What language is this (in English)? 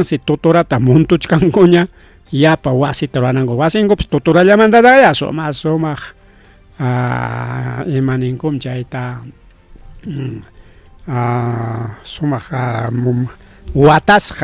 Ayacucho Quechua